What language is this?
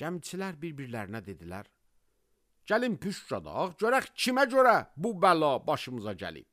Azerbaijani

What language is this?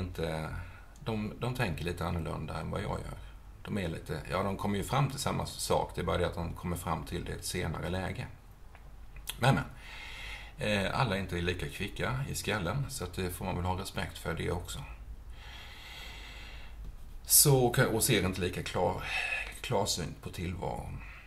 Swedish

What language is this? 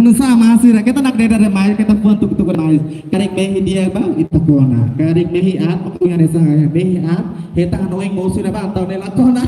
Tetum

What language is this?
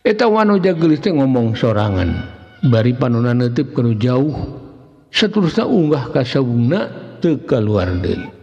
Sundanese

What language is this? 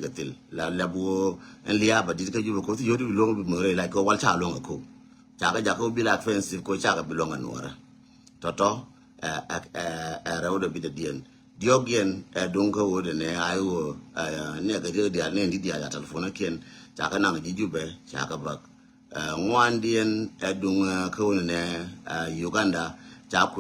Nuer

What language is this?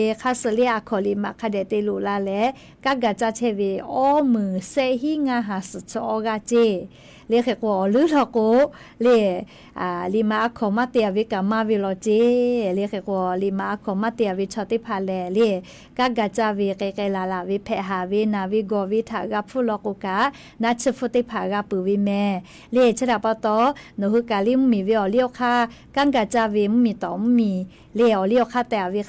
Lahu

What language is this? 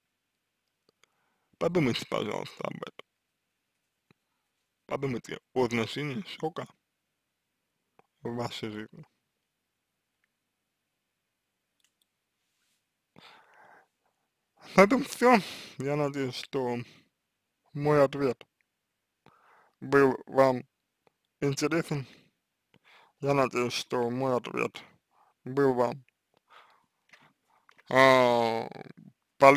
Russian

